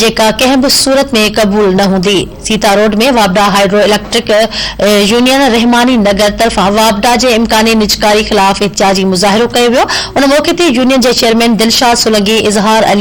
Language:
Sindhi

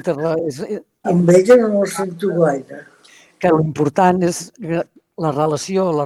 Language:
Catalan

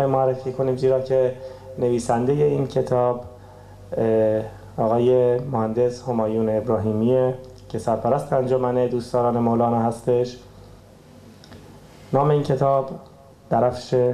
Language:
Persian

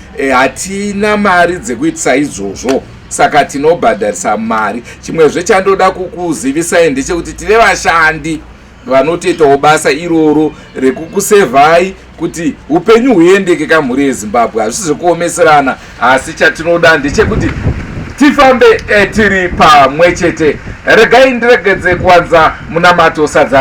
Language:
Shona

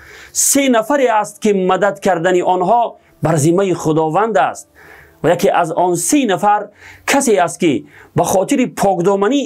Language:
Tajik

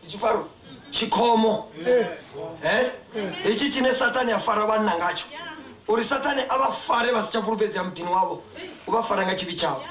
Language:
Venda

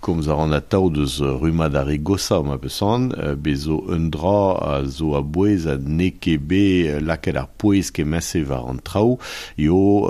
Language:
Breton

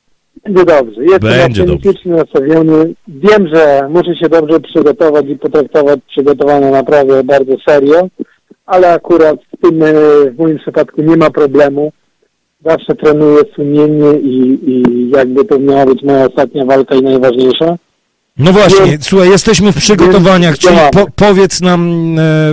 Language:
Polish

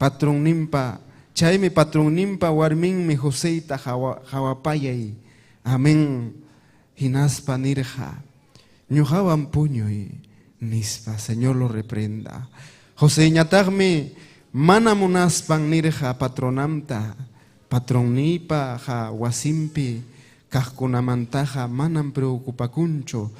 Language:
Ayacucho Quechua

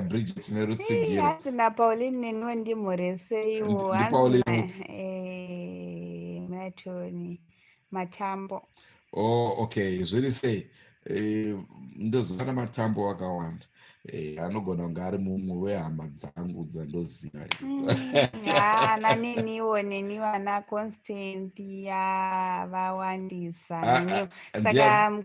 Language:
Shona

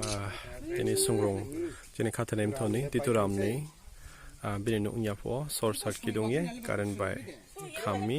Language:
Riang (India)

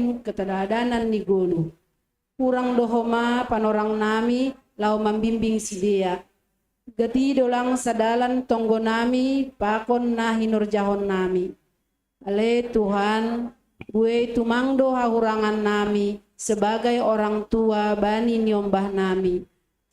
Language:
Batak Simalungun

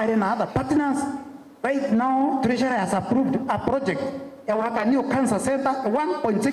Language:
Meru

